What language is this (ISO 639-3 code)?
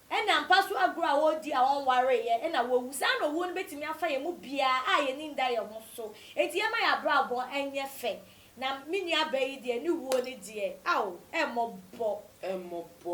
aka